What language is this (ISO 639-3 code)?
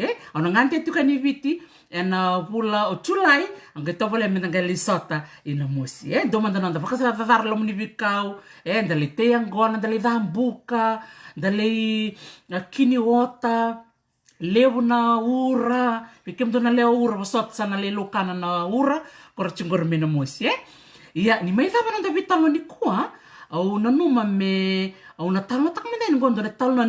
fij